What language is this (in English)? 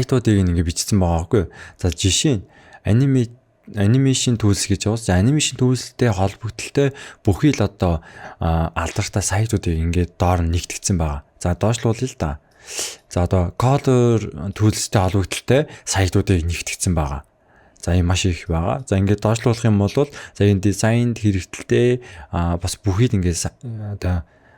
Mongolian